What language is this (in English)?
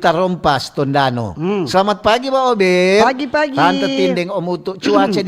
Manado Malay